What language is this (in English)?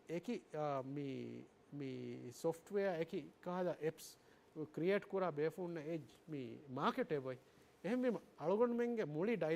Divehi